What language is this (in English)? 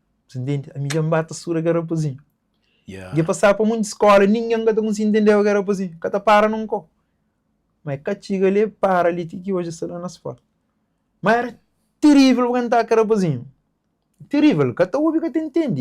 Kabuverdianu